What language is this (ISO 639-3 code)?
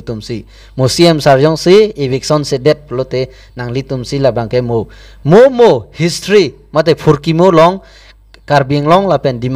mjw